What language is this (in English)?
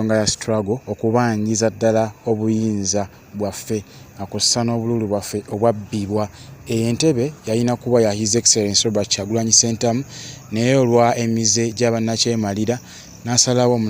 Ganda